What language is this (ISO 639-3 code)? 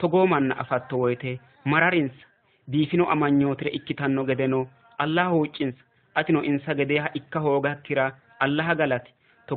sid